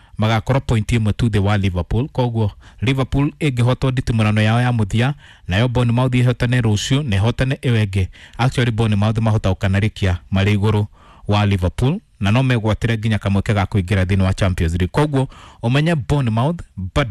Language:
Kikuyu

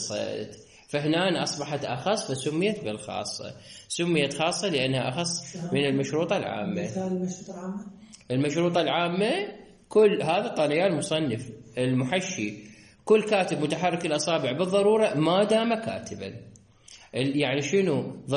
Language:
Mesopotamian Arabic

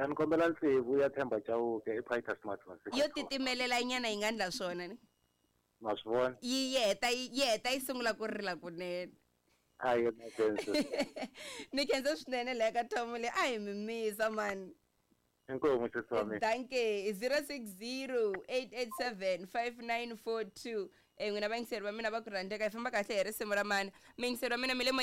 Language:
Tsonga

